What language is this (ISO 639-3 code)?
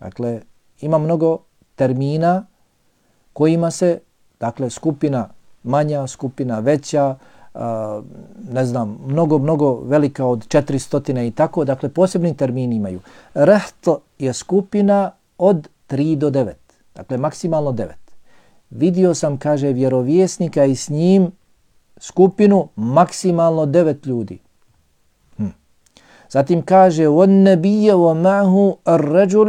bos